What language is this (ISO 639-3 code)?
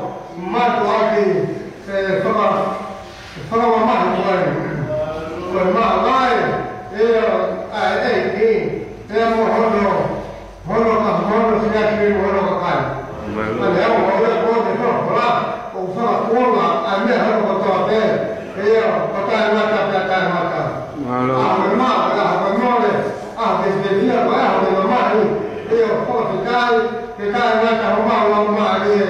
ton